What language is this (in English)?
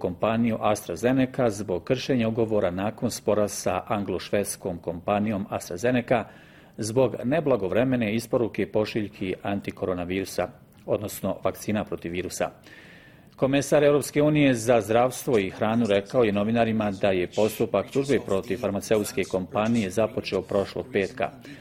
Bosnian